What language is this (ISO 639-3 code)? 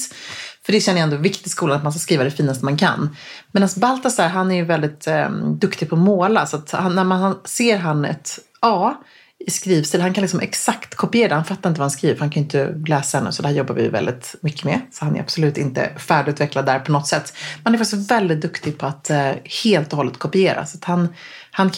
swe